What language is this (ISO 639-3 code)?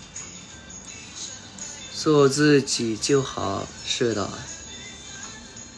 tha